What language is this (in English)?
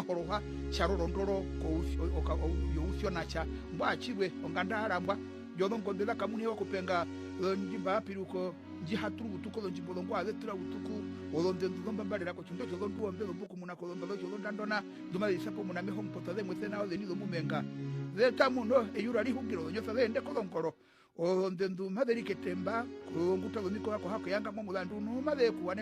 Herero